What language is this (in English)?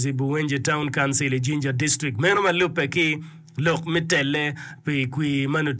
Acoli